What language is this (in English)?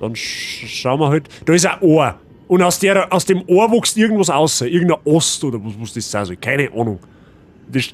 Bavarian